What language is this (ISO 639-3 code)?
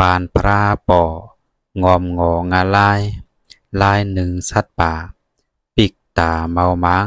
lao